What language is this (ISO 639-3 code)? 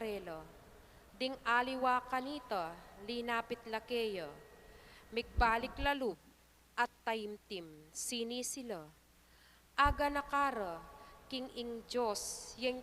pam